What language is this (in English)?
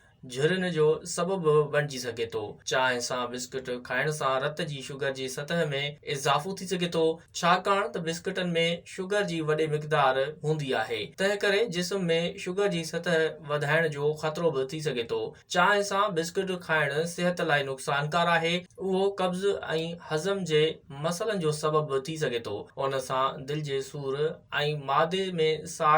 Sindhi